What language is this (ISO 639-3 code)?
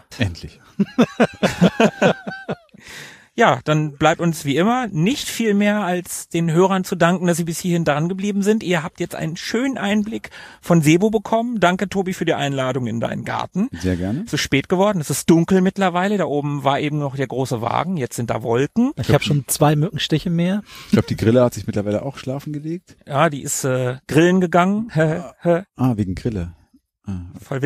deu